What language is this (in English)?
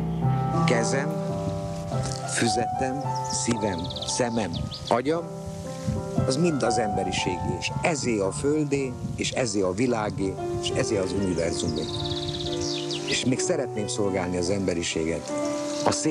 Hungarian